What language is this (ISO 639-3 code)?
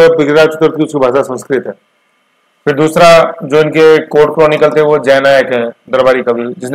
hin